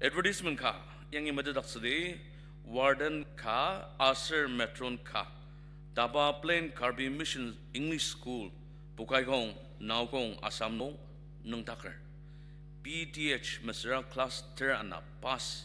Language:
Ao Naga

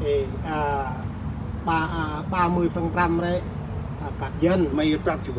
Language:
Central Mnong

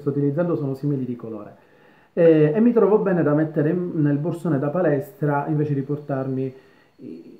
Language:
Italian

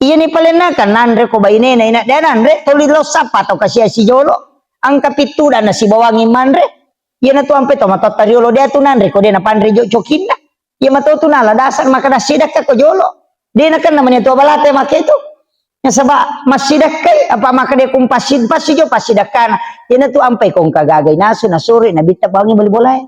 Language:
Buginese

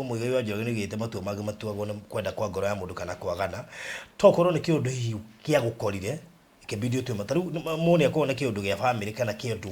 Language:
Kikuyu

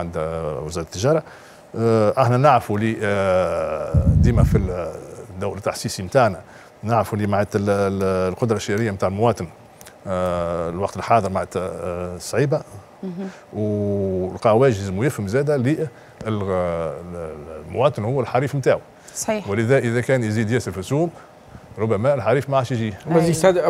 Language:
Tunisian Arabic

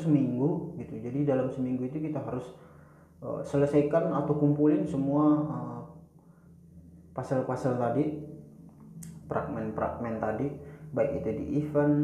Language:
Indonesian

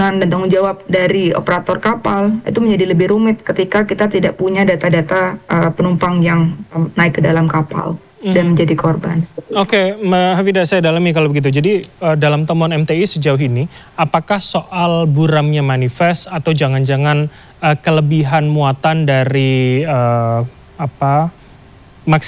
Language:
Indonesian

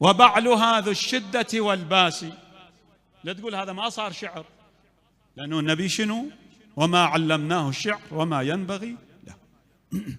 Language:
Mesopotamian Arabic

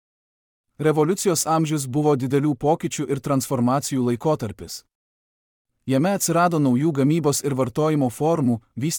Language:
Lithuanian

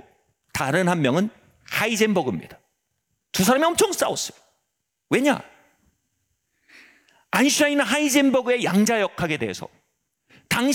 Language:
Korean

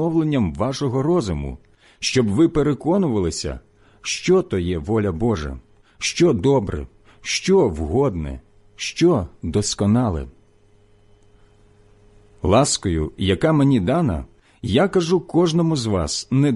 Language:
Ukrainian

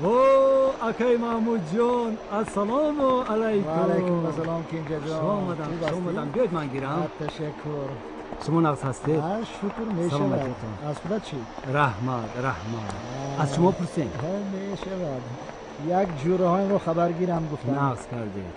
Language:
Tajik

